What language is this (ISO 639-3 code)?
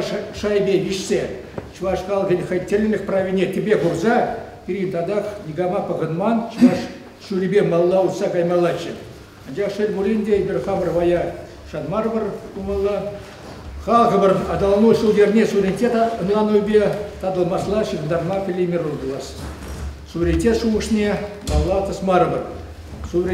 chv